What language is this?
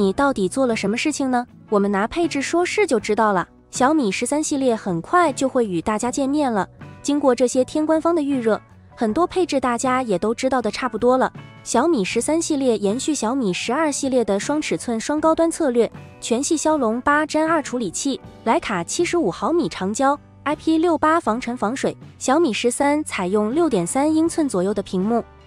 Chinese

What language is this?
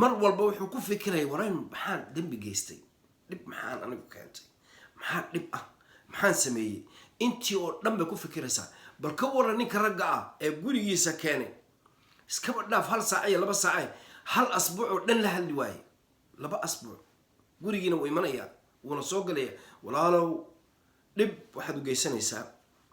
Somali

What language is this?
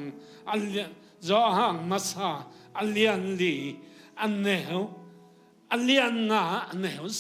Tedim Chin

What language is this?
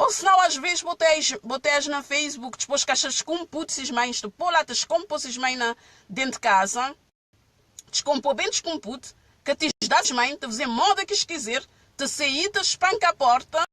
Kabuverdianu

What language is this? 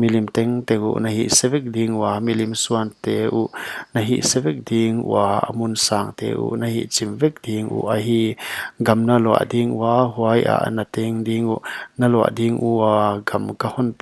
Paite Chin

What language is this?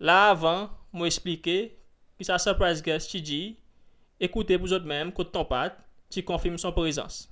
Seselwa Creole French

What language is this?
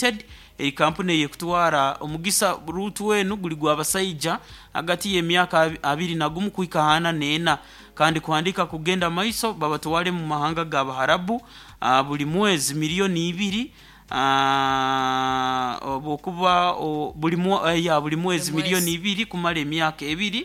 Nyoro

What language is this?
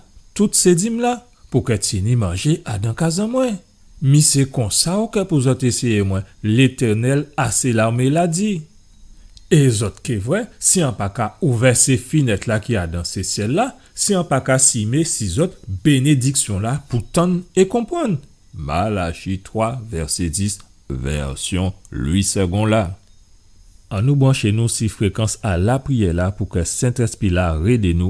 Guadeloupean Creole French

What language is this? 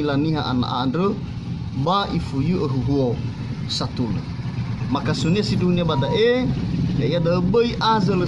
Nias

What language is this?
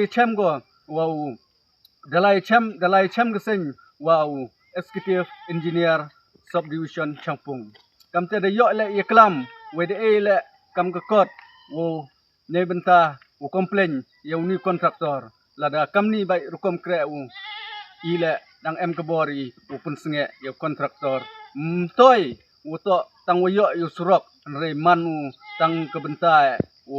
Khasi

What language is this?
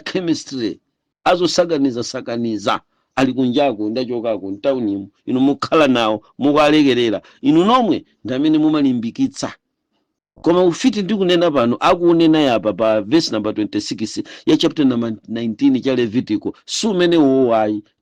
Nyanja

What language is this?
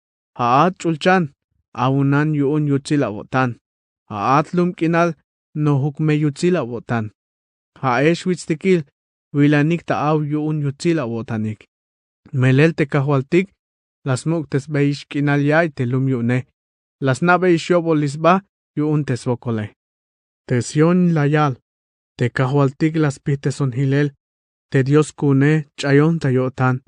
Tzeltal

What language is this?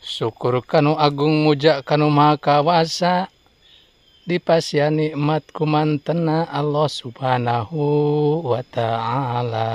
Sundanese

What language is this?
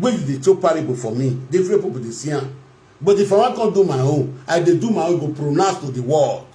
Nigerian Pidgin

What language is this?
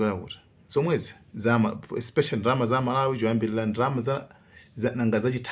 Nyanja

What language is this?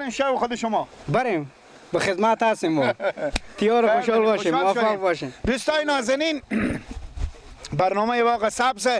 Persian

